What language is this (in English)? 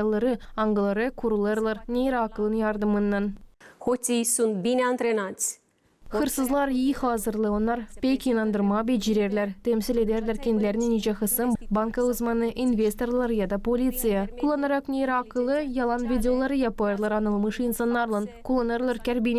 Gagauz